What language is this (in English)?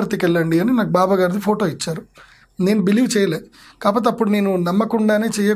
Telugu